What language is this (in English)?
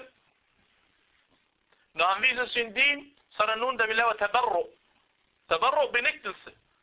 Danish